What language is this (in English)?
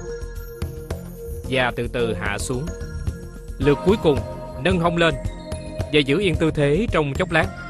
Vietnamese